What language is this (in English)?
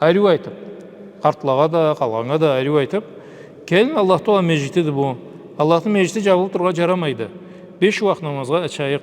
Karachay-Balkar